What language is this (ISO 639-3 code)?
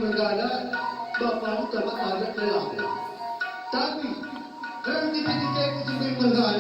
btx